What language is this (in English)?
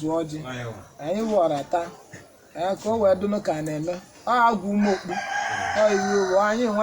Igbo